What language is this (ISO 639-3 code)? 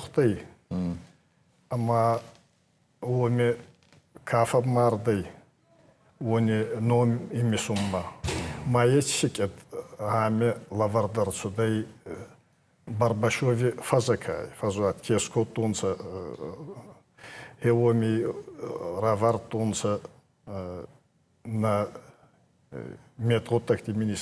oss